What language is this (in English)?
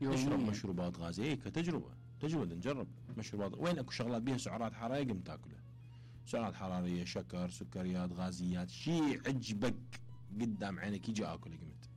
Mesopotamian Arabic